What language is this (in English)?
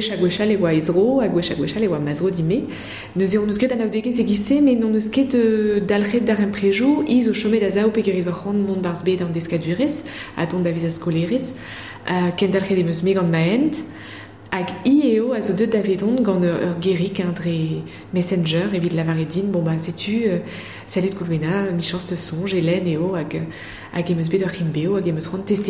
Breton